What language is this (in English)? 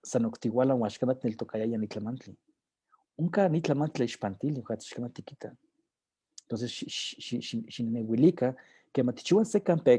Eastern Huasteca Nahuatl